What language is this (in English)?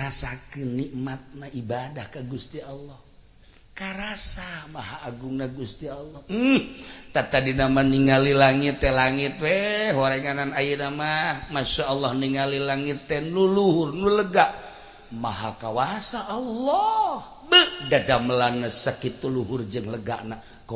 Sundanese